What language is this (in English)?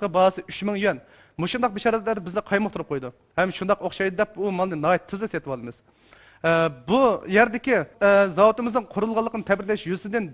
Uyghur